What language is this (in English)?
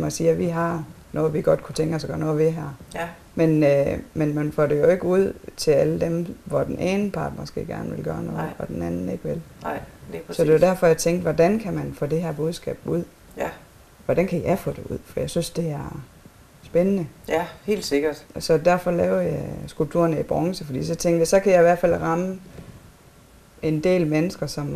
Danish